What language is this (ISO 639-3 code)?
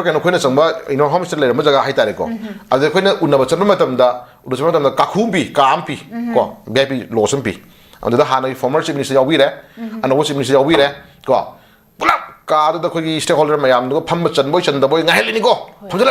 mni